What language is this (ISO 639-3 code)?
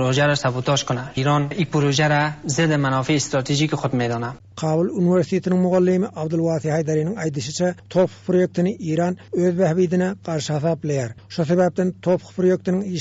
tuk